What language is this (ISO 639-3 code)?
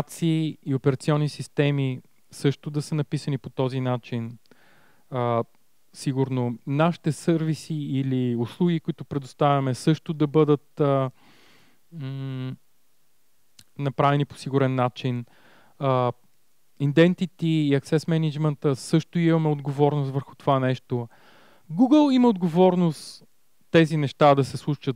bul